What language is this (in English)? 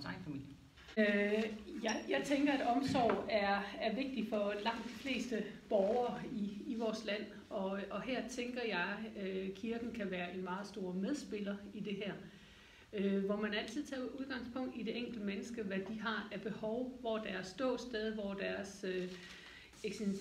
Danish